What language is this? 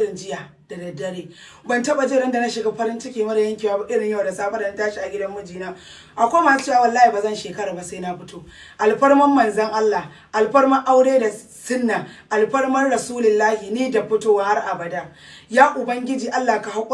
Hausa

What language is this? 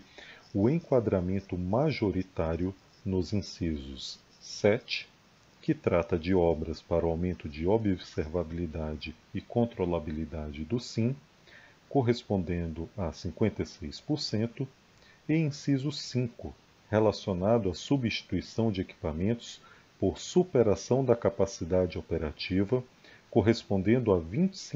Portuguese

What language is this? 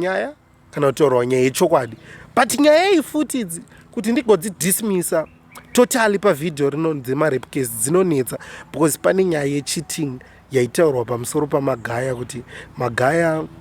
Shona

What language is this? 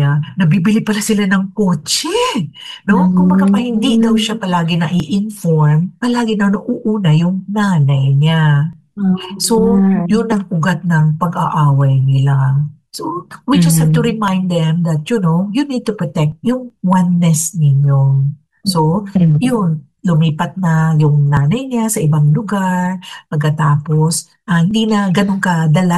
Filipino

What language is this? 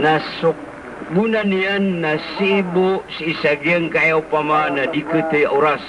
Maranao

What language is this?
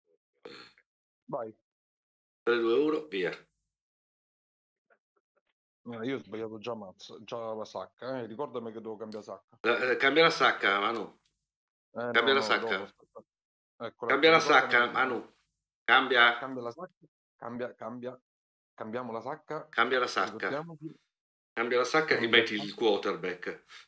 Italian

